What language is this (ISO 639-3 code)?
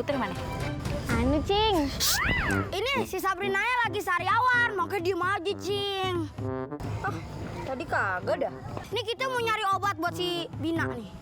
bew